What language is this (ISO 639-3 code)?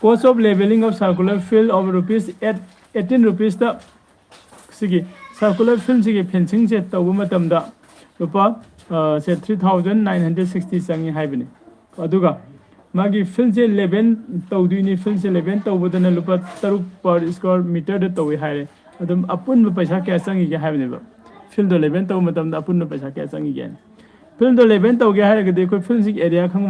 mni